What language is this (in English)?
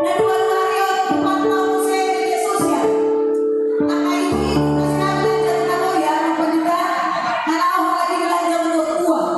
Batak Toba